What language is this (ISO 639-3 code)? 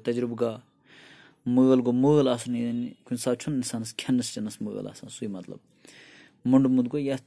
kas